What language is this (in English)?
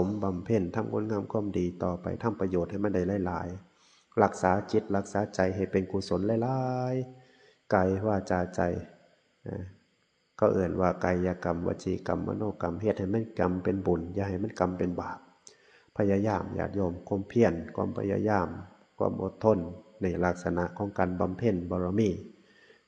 Northeastern Thai